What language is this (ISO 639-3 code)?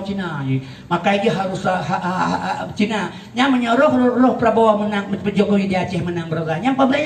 ace